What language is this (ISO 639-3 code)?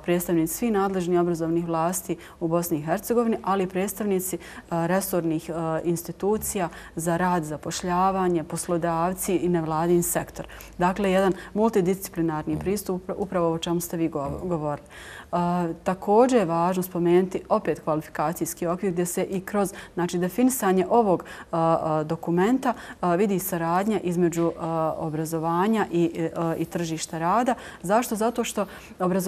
bos